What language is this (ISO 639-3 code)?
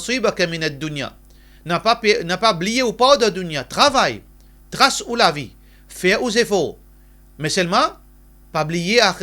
mfe